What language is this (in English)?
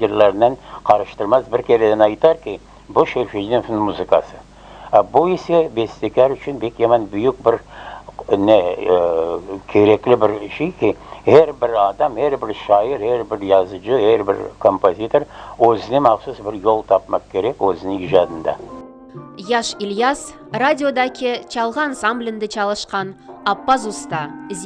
Crimean Tatar